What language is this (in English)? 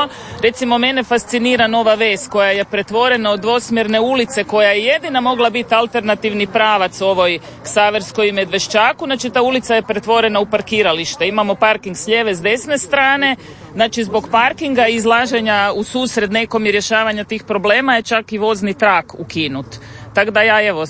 Croatian